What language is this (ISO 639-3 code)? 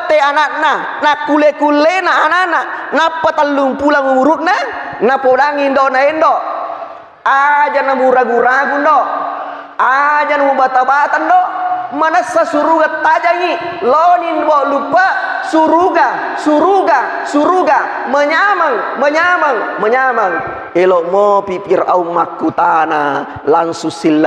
bug